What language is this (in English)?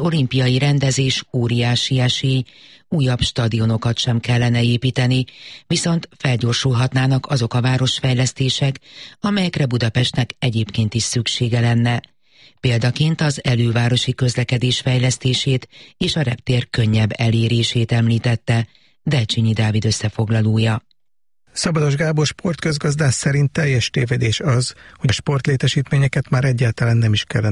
Hungarian